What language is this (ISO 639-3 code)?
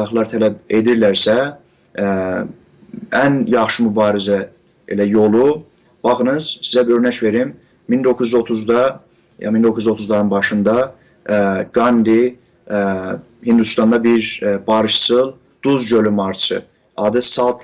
azb